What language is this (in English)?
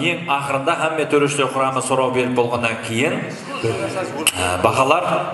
Kara-Kalpak